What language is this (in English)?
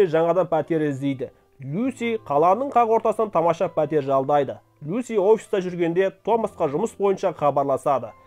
Kazakh